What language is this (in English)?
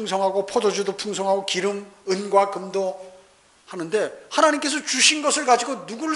Korean